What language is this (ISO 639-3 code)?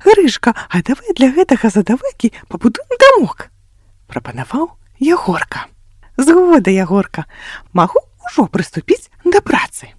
bel